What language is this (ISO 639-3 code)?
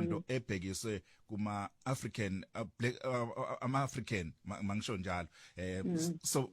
zul